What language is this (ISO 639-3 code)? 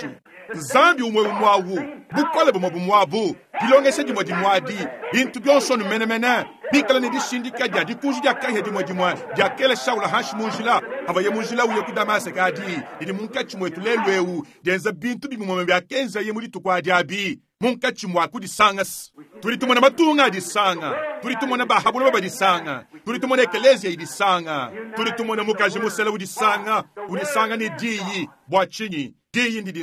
lua